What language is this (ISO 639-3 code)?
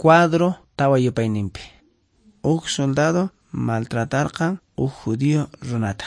que